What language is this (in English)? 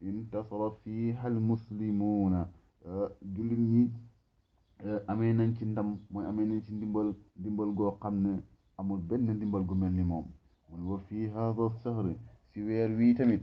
Wolof